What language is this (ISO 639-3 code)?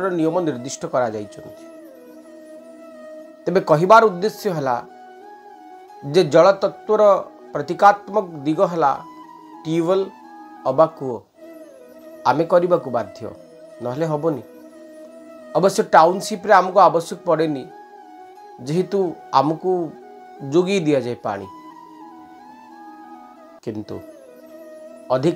ori